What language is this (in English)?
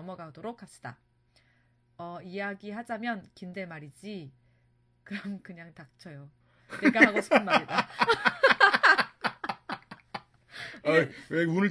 Korean